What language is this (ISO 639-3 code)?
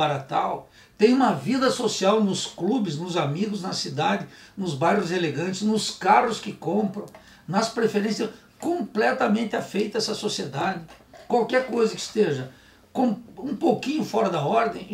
por